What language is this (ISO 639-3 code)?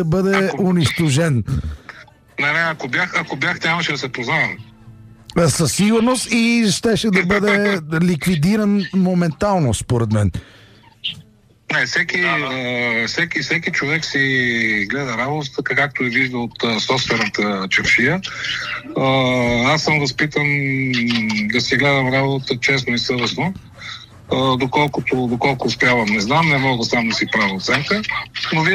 bul